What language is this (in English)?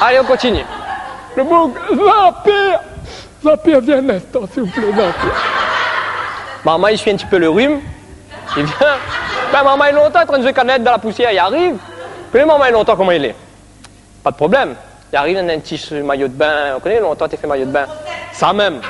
Réunion Creole French